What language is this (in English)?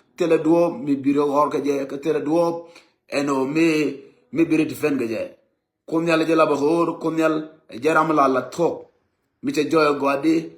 Nuer